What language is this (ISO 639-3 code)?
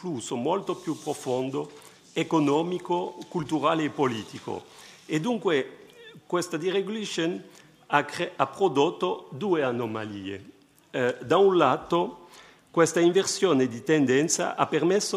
ita